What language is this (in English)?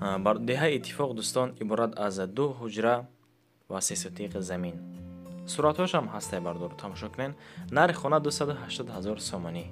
Tajik